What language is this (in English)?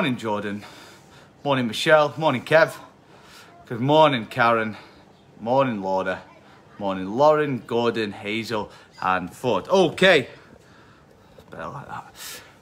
English